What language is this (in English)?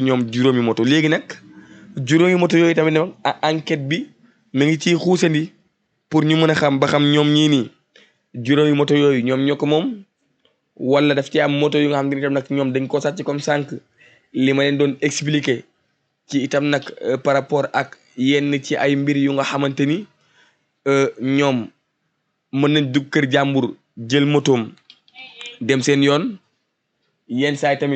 Wolof